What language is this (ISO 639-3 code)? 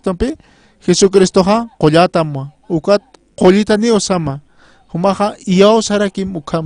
aym